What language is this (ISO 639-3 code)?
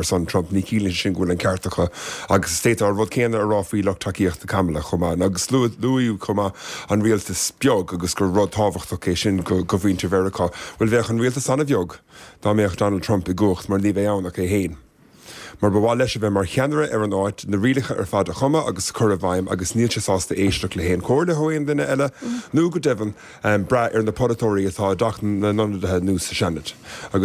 gle